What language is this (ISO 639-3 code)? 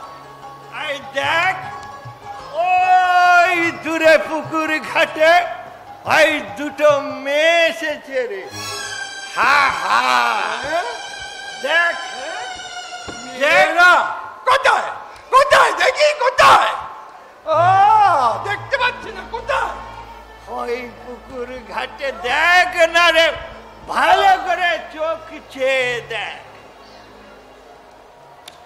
ben